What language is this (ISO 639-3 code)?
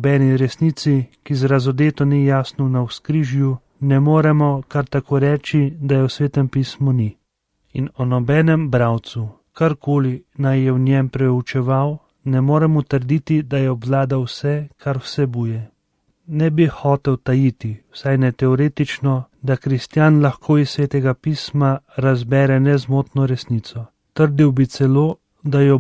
slv